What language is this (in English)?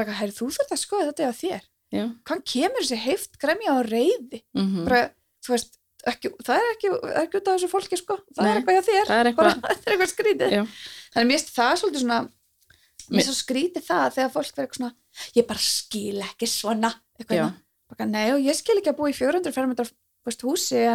Icelandic